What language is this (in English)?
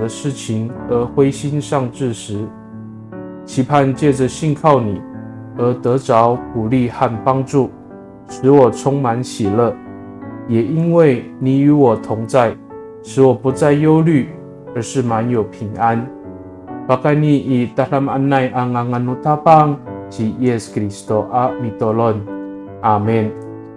Amis